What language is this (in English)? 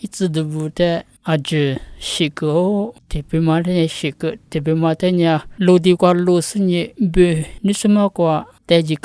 Lisu